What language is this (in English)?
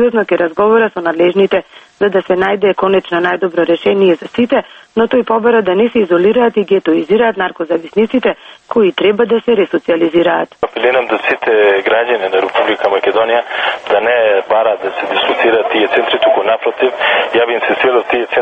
Macedonian